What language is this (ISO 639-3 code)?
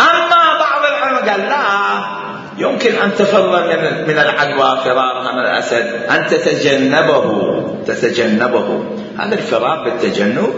acm